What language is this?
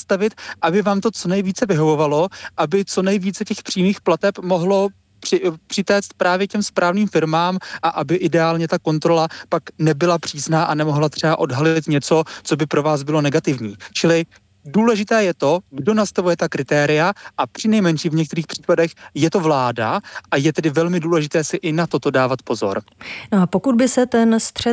Czech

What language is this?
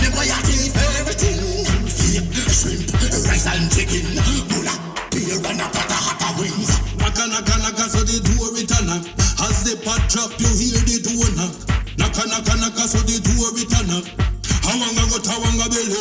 Jamaican Creole English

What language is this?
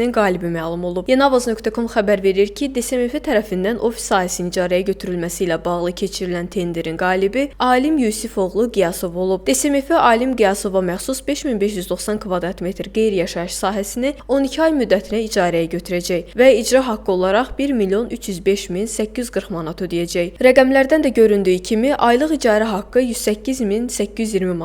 Azerbaijani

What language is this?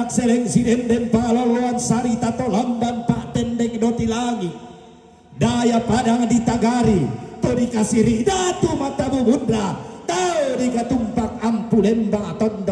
Toraja-Sa'dan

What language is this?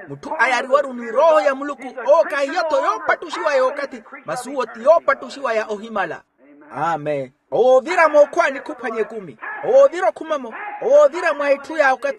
Makhuwa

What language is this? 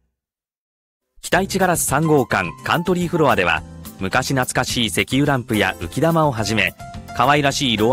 Japanese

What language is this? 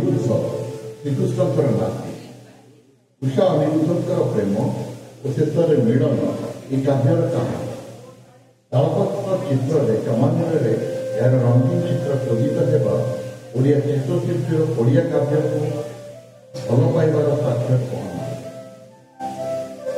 Odia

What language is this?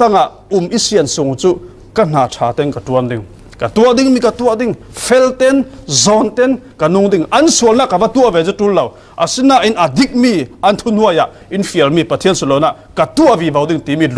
Falam Chin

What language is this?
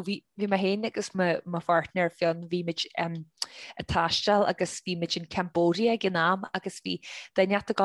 Irish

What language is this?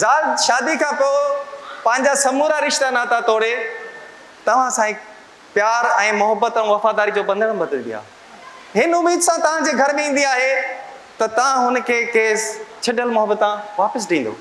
Sindhi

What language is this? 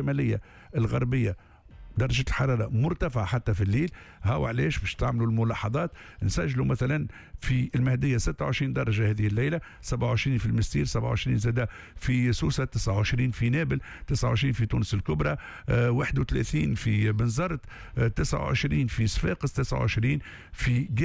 Tunisian Arabic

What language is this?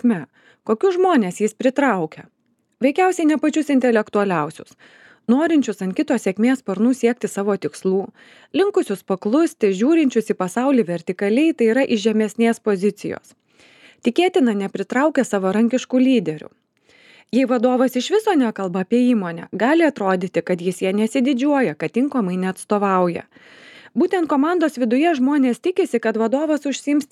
Lithuanian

